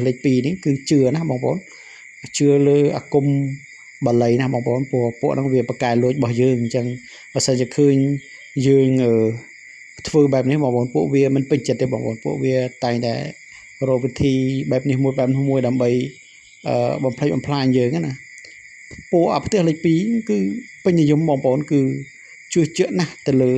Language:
Khmer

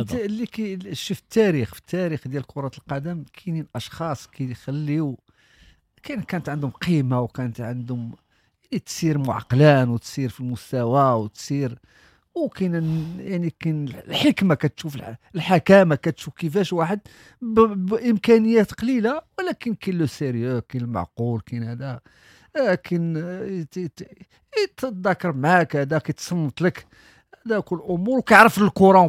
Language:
Moroccan Arabic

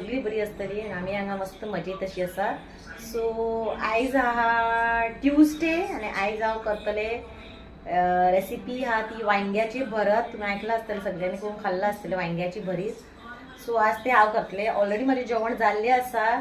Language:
Konkani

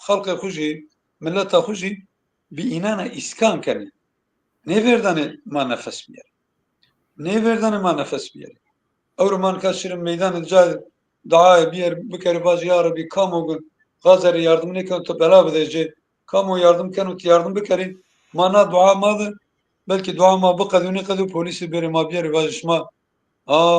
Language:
Zaza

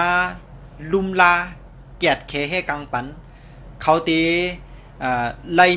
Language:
Shan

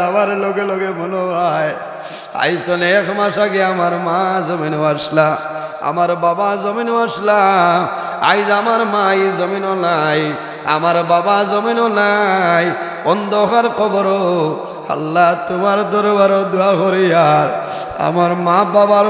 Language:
Sylheti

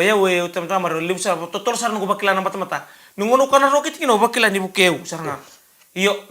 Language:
Fijian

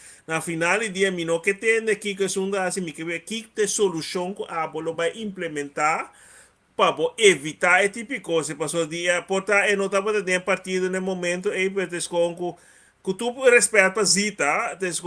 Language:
Papiamento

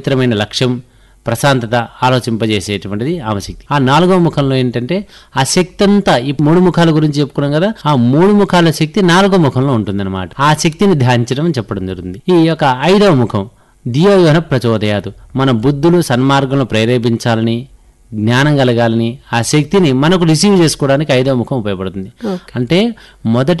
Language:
Telugu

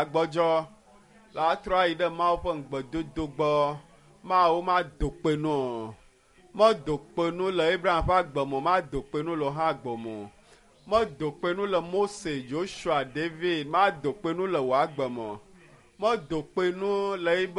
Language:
Ewe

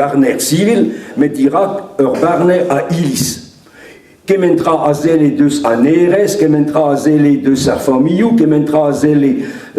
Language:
Breton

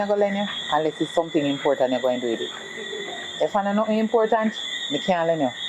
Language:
Jamaican Creole English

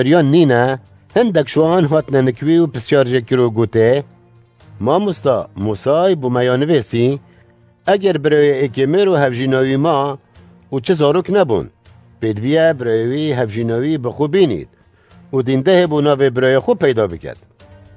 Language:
Kurdish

